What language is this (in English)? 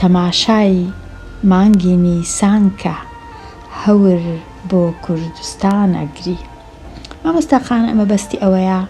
Central Kurdish